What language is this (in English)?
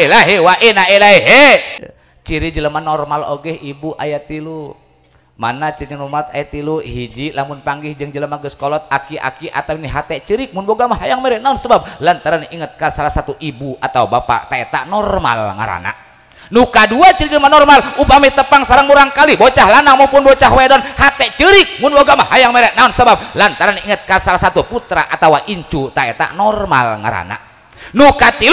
Sundanese